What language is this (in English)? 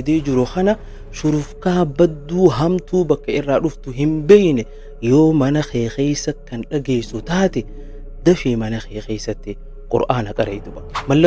Oromo